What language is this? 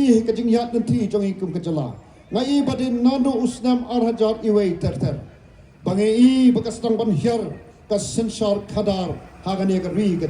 Khasi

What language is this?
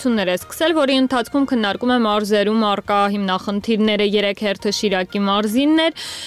Armenian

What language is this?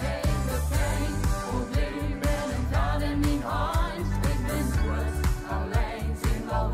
Limburgish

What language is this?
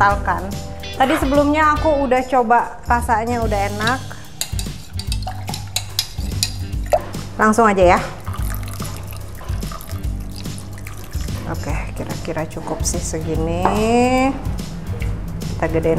Indonesian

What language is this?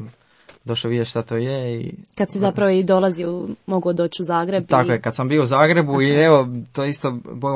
Croatian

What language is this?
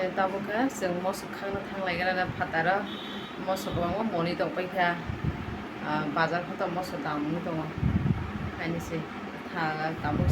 Kok Borok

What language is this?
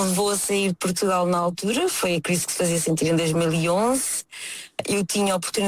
Portuguese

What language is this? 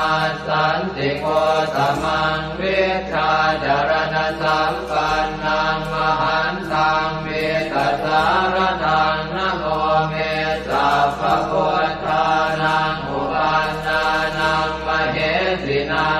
Pali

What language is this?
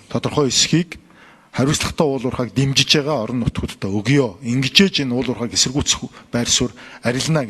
Mongolian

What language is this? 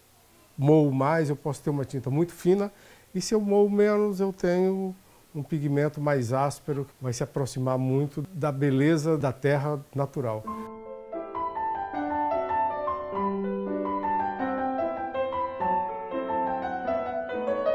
Portuguese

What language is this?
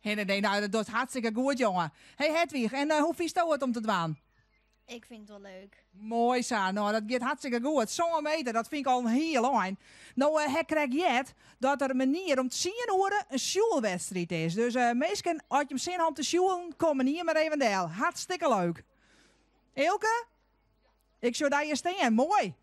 Western Frisian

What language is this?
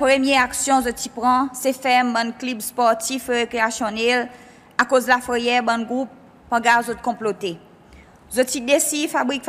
Seselwa Creole French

